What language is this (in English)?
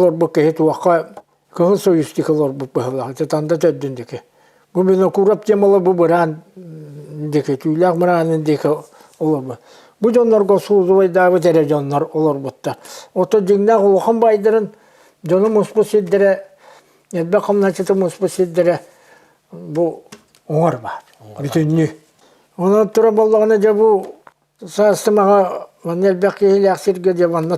Yakut